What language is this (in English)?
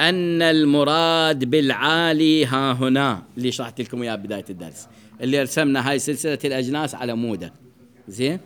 Mesopotamian Arabic